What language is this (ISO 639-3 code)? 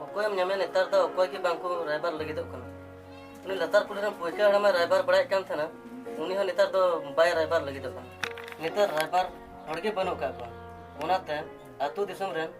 sat